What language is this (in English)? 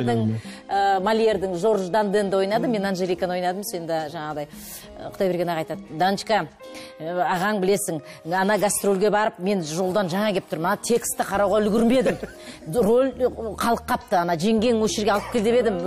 Kazakh